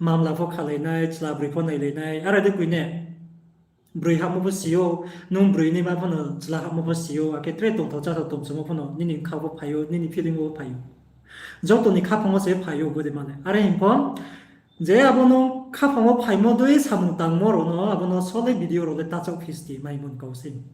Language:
Riang (India)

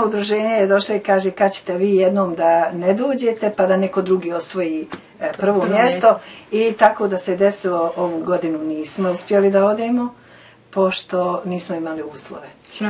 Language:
Bosnian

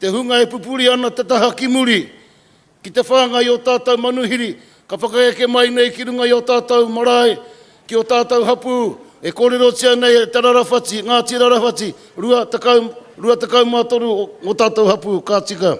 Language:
Māori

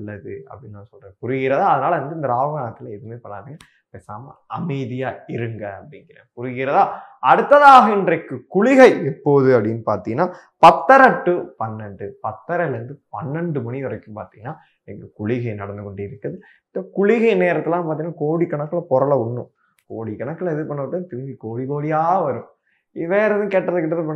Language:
Tamil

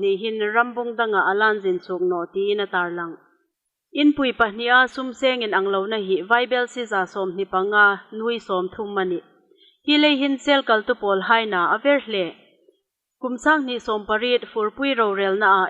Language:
Hmar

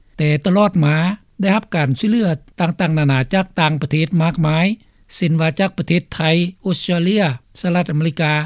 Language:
Lao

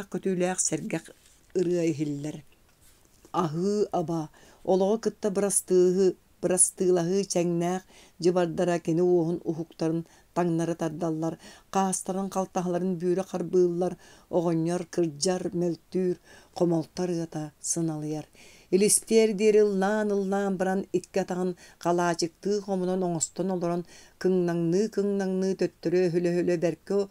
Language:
Yakut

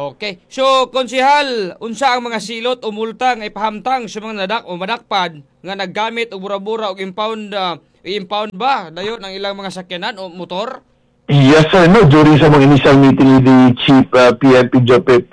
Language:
Cebuano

